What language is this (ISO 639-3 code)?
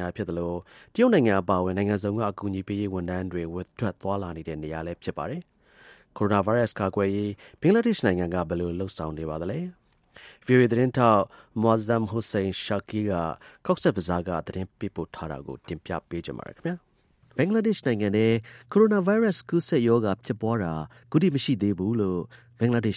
mya